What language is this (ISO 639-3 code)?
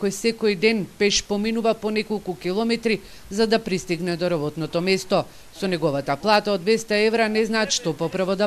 mkd